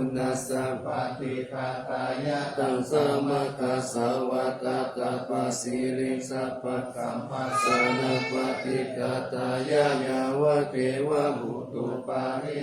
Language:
Pali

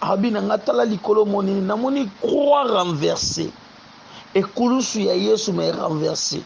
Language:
Lingala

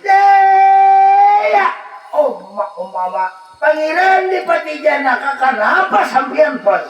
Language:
Banjar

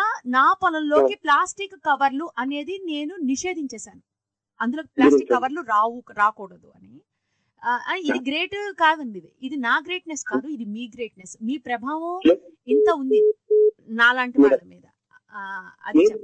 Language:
Telugu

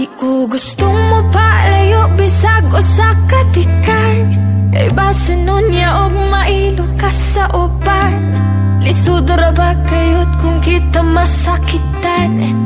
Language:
Cebuano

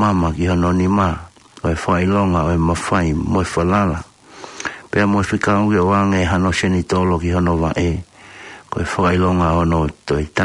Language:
Tongan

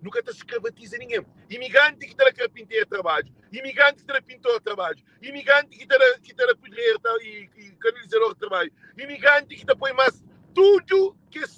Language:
Kabuverdianu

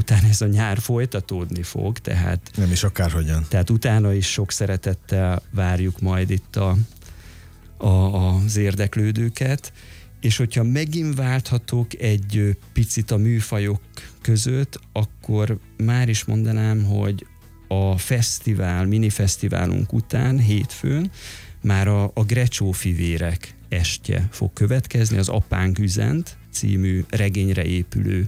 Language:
Hungarian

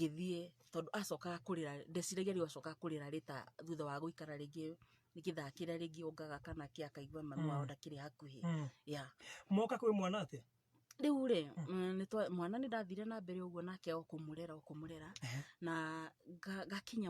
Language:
Kikuyu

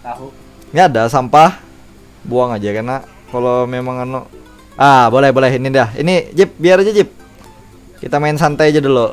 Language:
Banjar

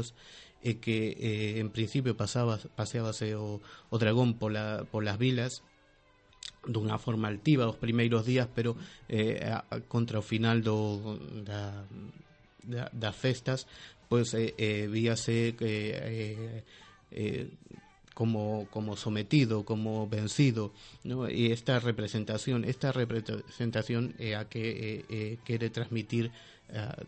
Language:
Galician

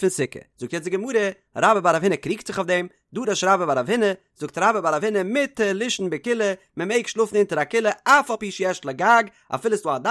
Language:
Yiddish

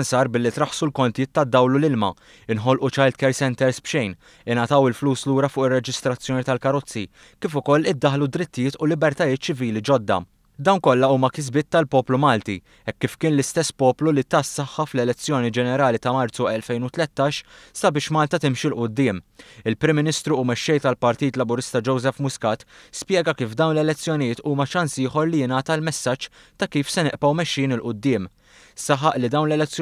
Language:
Maltese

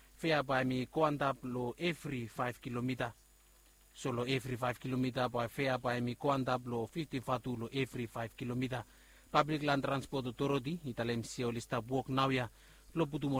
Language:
Bislama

